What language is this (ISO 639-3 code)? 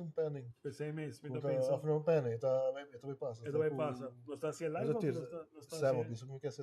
pap